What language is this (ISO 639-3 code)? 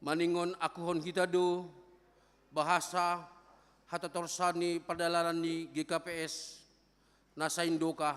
bts